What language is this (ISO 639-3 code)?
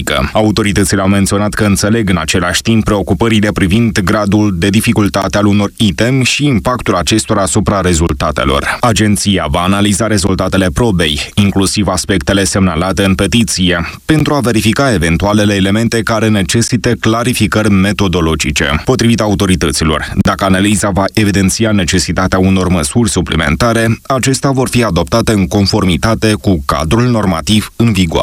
ron